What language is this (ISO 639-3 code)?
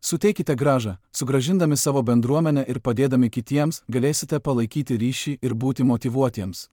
lit